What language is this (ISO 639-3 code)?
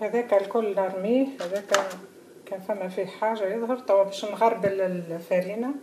aeb